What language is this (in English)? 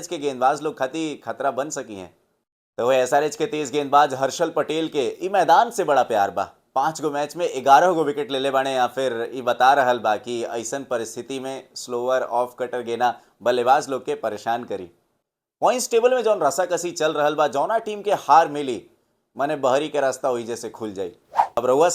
Bhojpuri